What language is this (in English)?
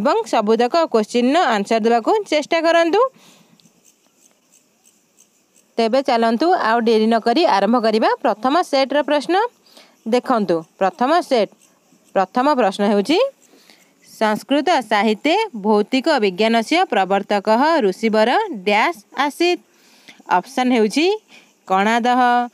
Odia